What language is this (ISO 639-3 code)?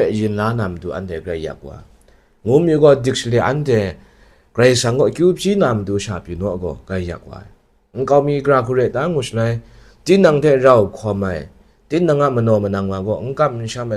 kac